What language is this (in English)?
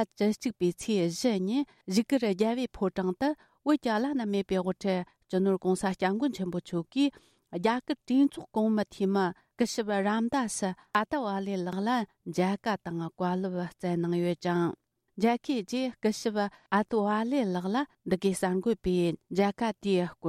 Tibetan